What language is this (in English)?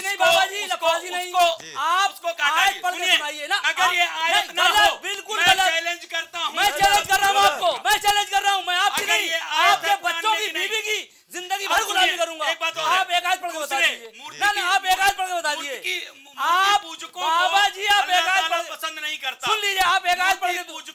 Hindi